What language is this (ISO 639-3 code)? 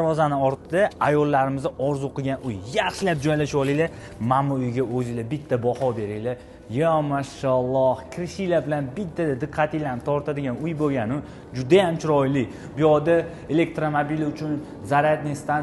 uzb